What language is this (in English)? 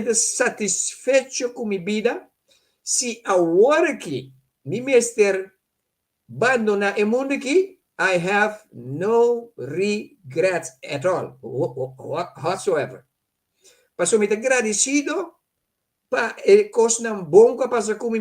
Papiamento